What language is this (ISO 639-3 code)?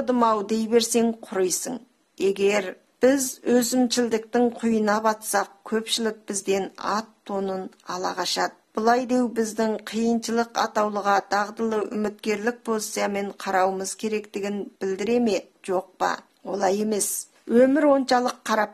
kaz